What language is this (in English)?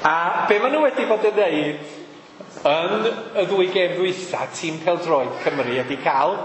Welsh